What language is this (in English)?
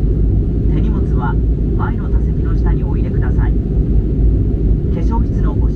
Japanese